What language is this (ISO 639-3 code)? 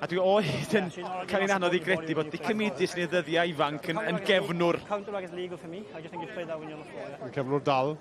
cym